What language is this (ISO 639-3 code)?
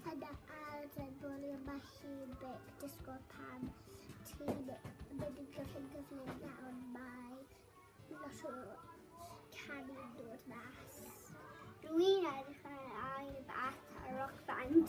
cym